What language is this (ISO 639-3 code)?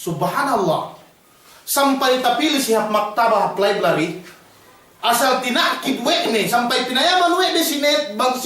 yka